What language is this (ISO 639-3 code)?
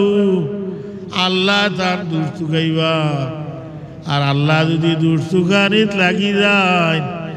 syl